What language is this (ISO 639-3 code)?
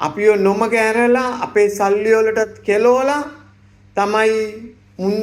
sin